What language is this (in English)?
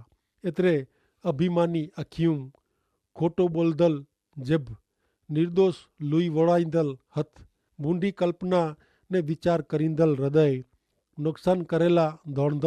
Kachhi